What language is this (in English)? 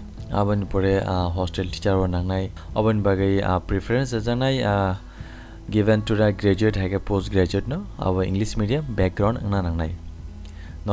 Kok Borok